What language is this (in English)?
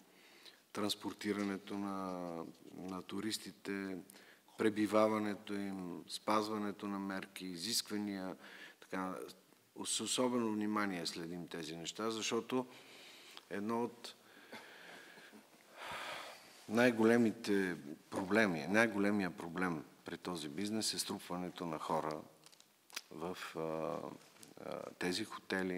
Bulgarian